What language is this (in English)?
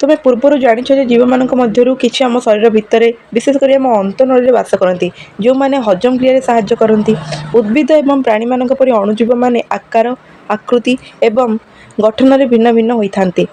Odia